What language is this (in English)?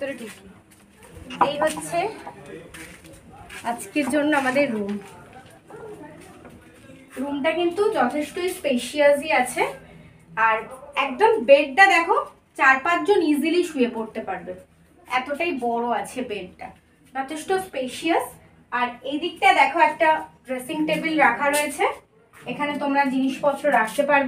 Bangla